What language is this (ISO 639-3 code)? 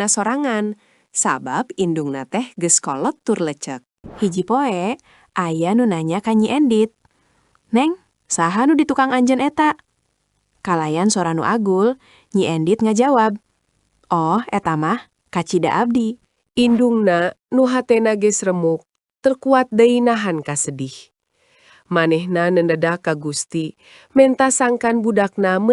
sun